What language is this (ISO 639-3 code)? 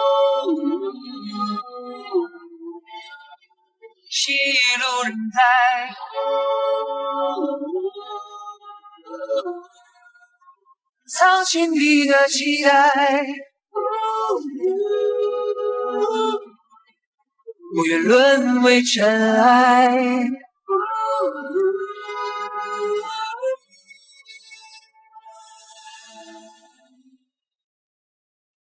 zho